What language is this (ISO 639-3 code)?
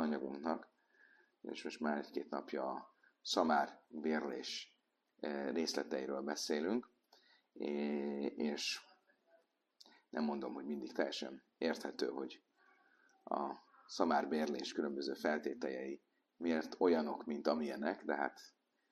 hun